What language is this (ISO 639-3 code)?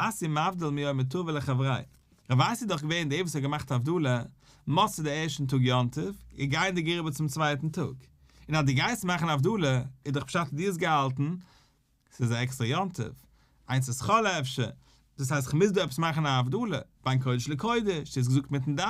yid